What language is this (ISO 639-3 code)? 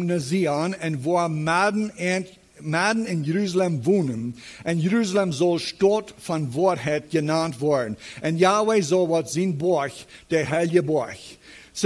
pdt